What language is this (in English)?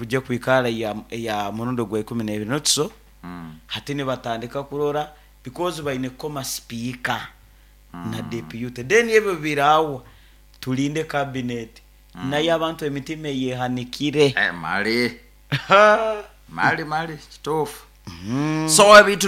Nyoro